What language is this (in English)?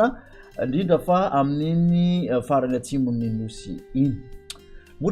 Malagasy